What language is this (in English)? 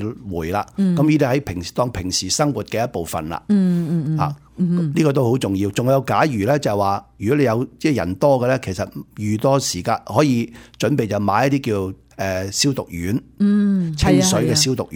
Cantonese